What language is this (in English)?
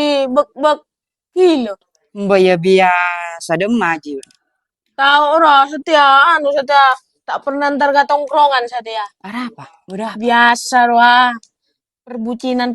Madurese